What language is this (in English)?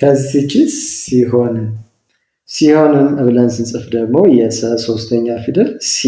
Amharic